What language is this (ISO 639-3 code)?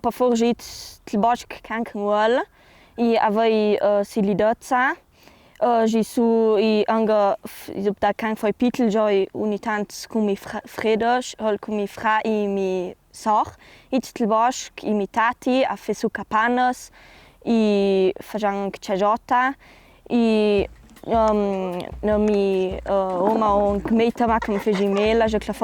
lld